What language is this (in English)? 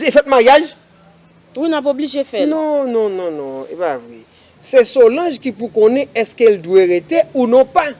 Haitian Creole